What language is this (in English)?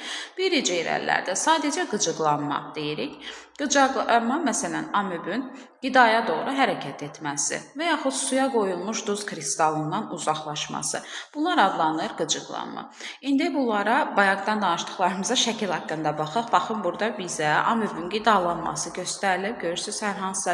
Azerbaijani